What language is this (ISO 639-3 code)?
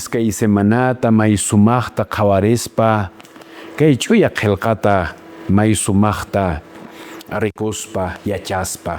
que